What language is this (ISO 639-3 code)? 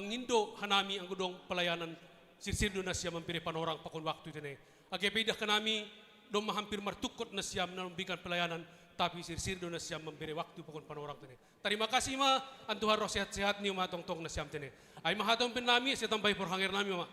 bts